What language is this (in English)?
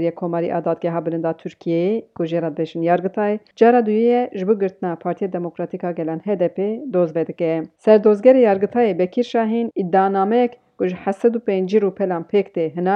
Kurdish